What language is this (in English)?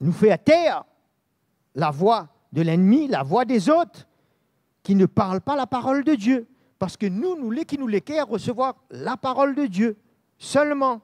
Morisyen